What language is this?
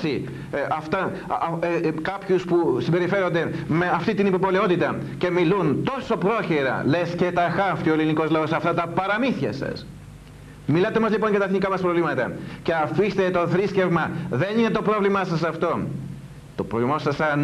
Greek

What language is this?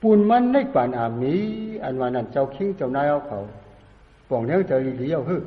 Shan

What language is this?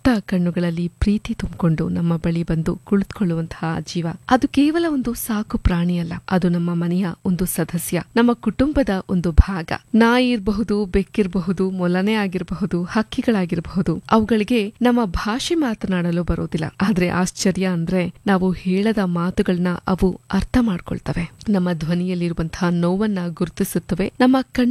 Kannada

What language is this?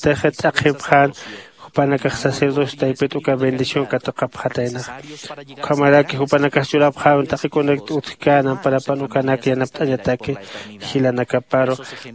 Aymara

